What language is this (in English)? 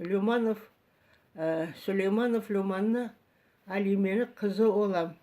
Crimean Tatar